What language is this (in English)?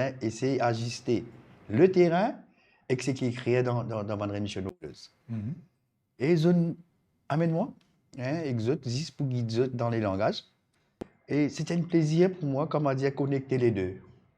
Morisyen